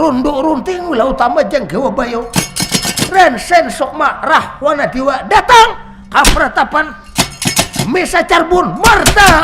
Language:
Banjar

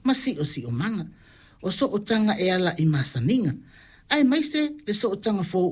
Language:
Samoan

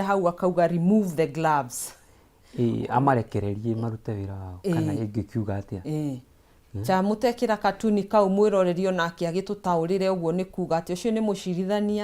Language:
Kikuyu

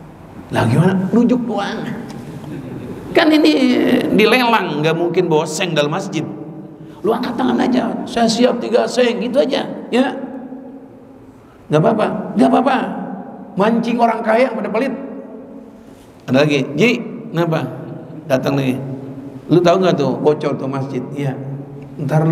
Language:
Indonesian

